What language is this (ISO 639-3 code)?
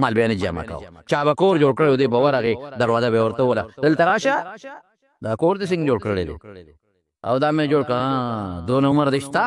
pus